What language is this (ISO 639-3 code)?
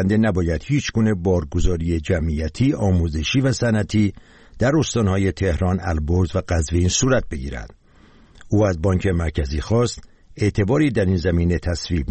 fas